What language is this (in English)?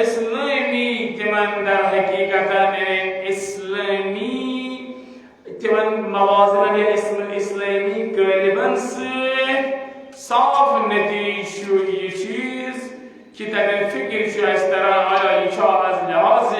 Kashmiri